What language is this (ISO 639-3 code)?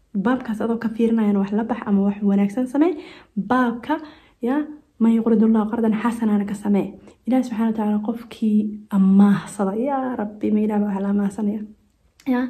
som